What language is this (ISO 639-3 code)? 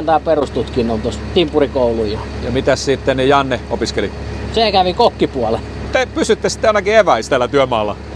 fin